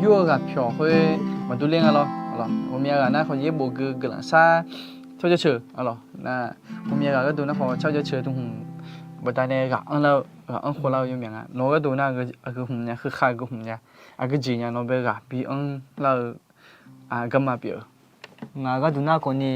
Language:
Akha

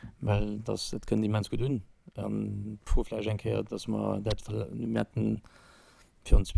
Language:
Luxembourgish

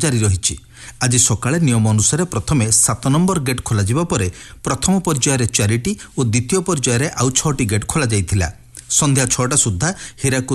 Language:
Odia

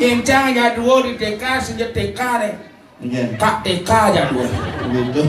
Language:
Balinese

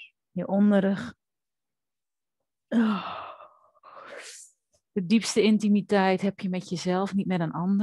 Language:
Dutch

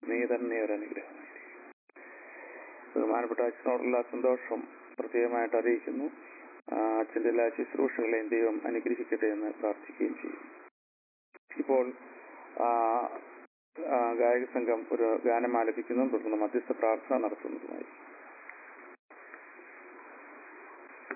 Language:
Malayalam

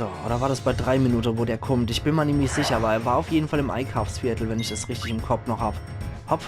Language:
Palatine German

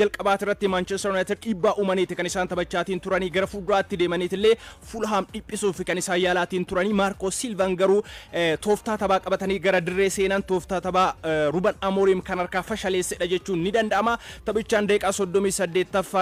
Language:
Oromo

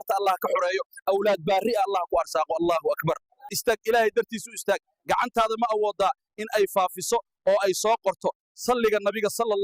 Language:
Somali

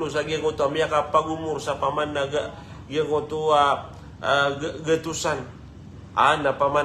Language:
Maranao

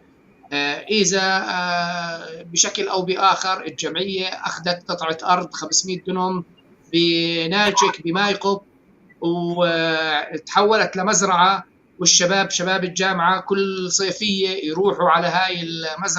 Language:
North Levantine Arabic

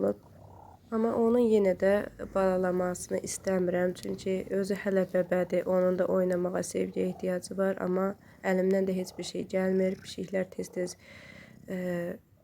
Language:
Azerbaijani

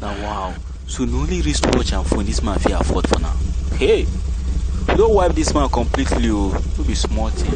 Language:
Nigerian Pidgin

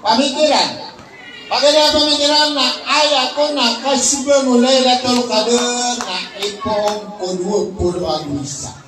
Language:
Maranao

